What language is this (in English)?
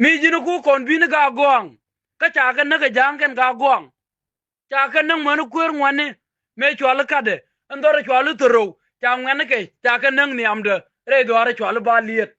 Nuer